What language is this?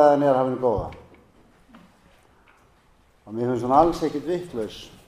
Icelandic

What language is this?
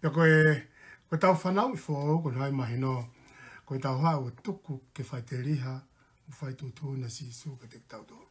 Tongan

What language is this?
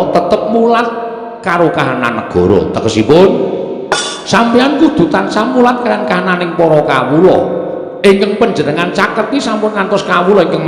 Javanese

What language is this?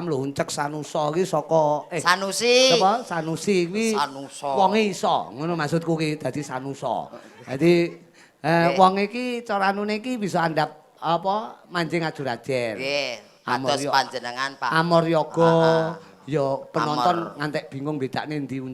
Javanese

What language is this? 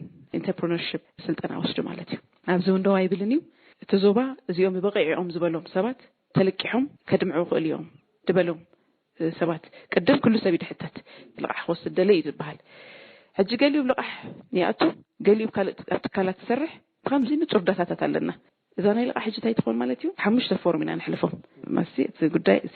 Tigrinya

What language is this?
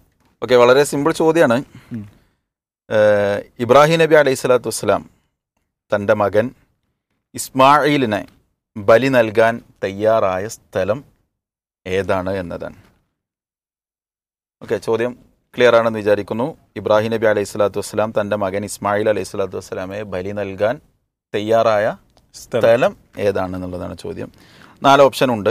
Malayalam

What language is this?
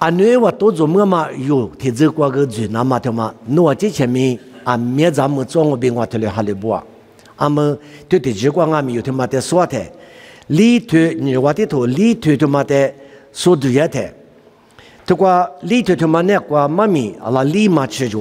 Lisu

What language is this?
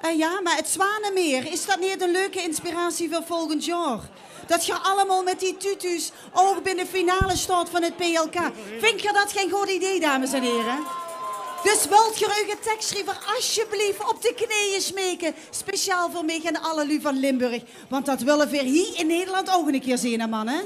Limburgish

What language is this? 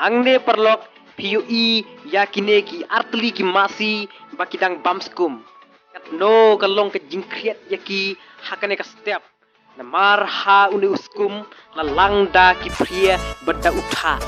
Khasi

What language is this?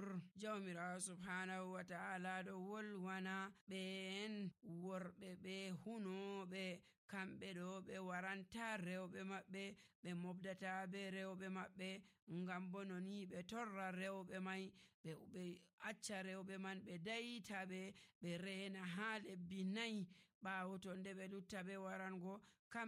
Nigerian Fulfulde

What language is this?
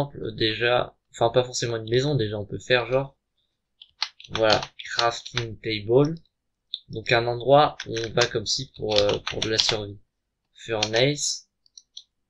French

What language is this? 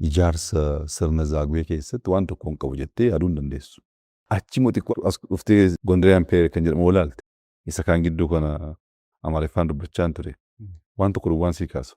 Oromo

